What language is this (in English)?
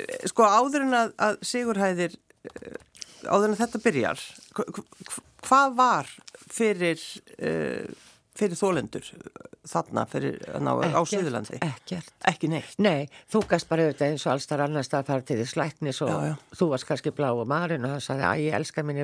Icelandic